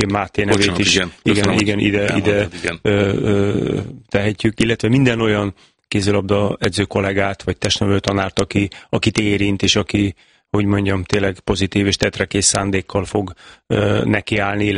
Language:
Hungarian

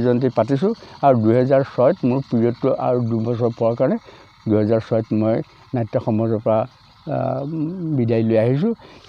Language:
Assamese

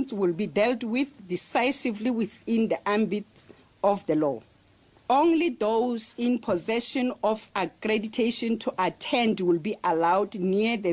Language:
English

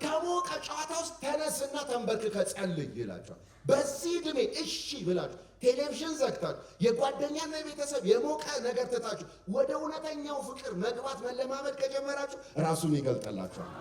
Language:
Amharic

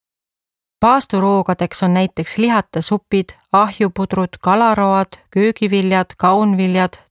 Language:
Estonian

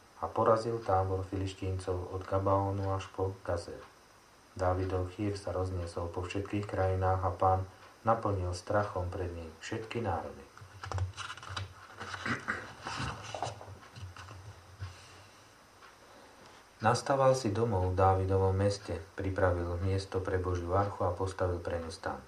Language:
Slovak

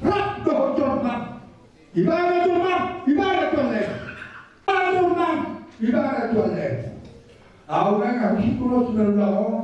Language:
Batak Toba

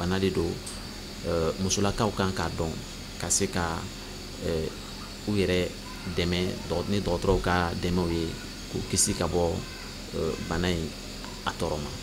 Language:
Bambara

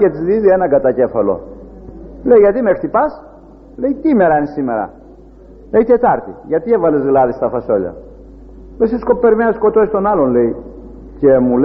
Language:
Greek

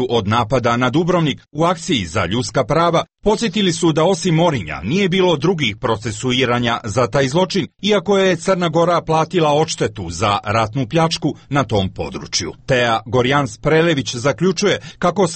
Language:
Croatian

